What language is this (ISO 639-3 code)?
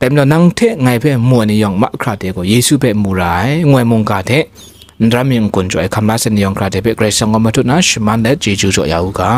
kac